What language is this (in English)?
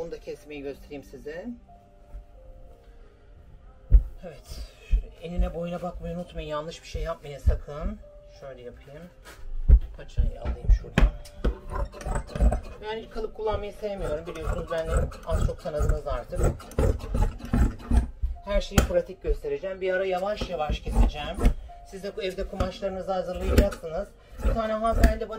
Turkish